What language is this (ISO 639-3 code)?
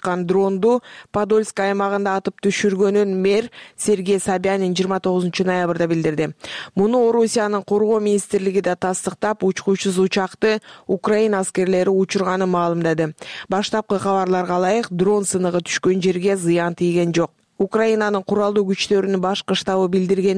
kir